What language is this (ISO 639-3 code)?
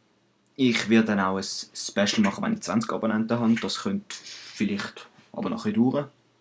gsw